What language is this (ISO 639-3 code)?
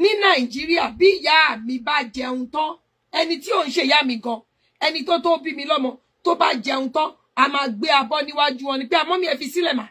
yor